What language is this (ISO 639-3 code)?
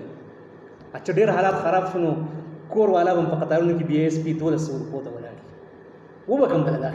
pus